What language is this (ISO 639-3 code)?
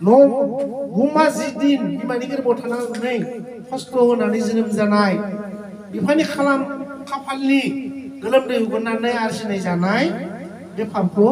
brx